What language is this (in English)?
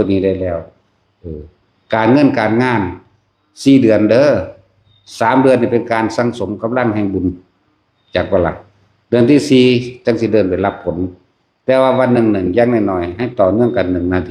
Northeastern Thai